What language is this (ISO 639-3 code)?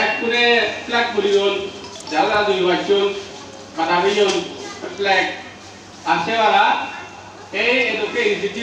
ccp